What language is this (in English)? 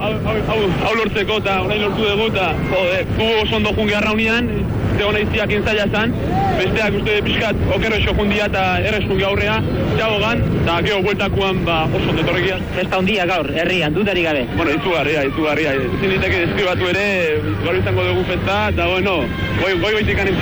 Basque